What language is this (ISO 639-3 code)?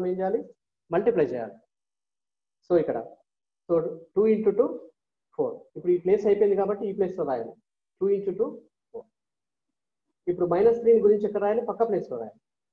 tel